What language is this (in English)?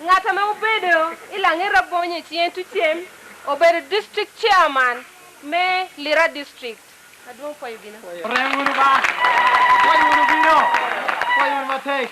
Lango (Uganda)